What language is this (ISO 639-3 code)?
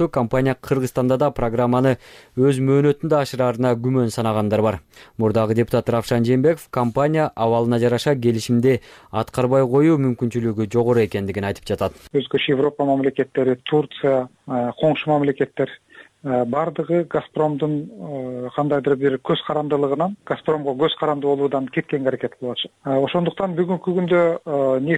kir